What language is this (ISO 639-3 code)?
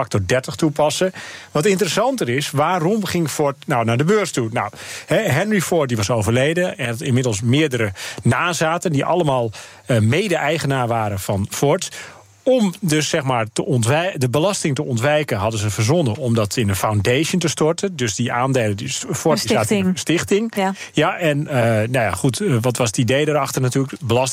nld